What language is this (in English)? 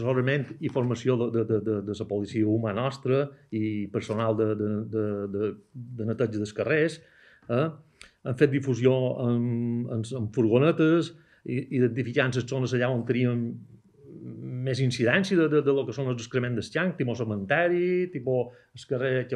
Catalan